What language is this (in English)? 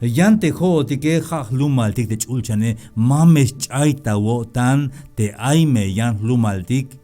Tzeltal